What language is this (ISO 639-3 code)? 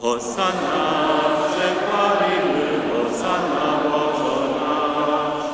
hsb